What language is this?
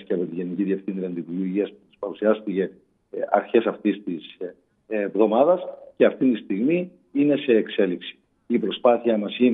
Greek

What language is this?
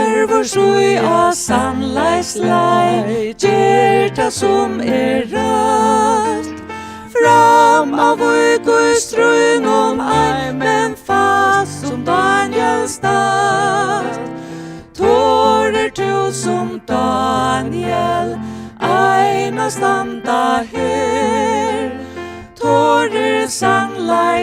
Faroese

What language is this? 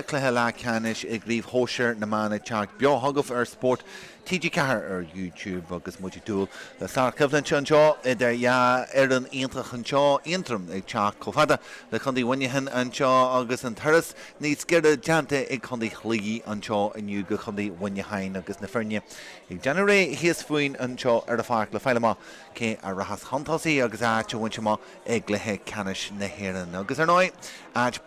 Irish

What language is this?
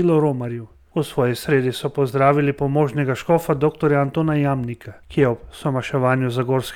Slovenian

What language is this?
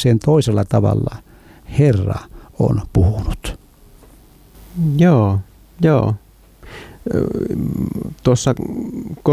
Finnish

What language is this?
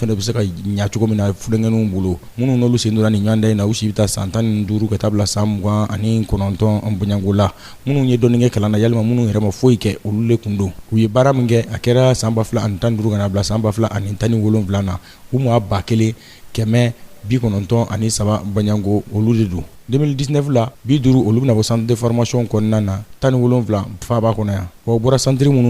Bambara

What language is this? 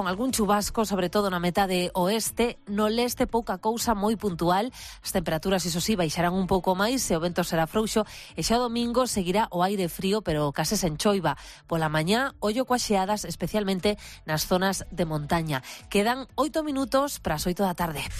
Galician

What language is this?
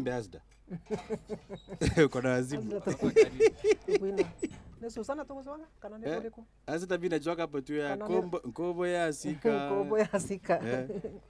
Meru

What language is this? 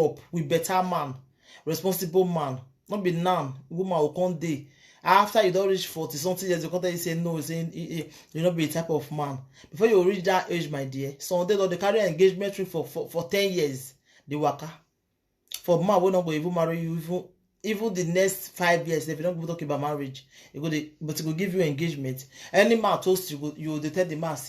Nigerian Pidgin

